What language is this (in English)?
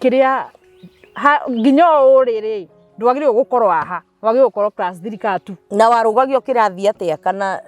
Kikuyu